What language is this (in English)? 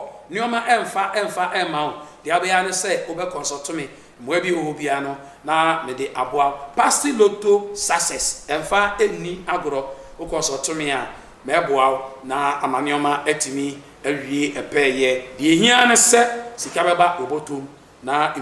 Akan